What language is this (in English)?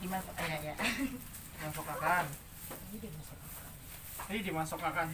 Banjar